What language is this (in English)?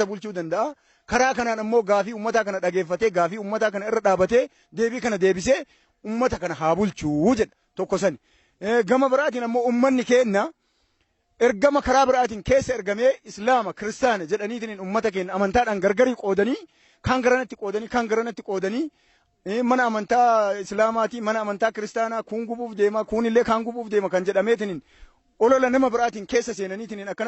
Oromo